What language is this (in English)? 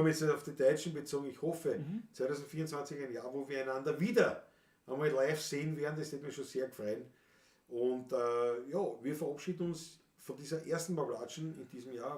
Bavarian